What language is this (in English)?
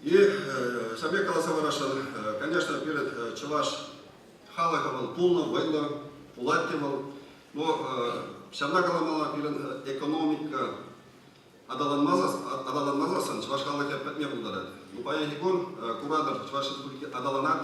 Chuvash